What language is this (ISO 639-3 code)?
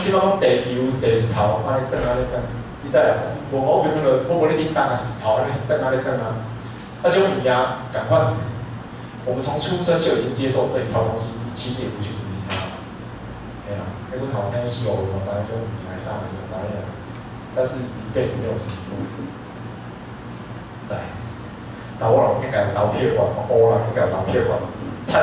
nan